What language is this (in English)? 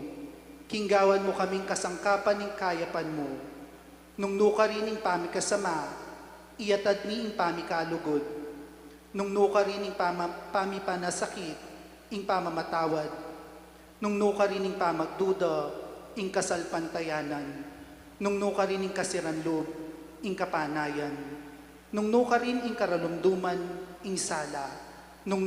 Pampanga